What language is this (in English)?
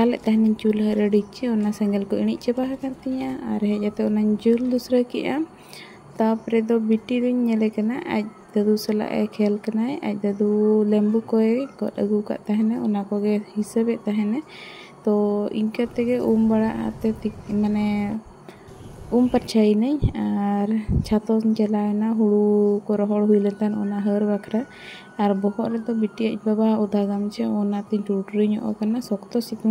Santali